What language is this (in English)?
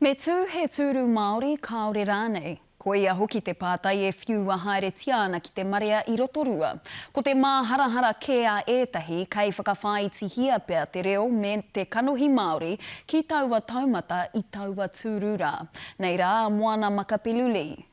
Māori